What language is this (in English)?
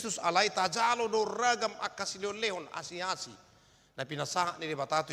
Batak Toba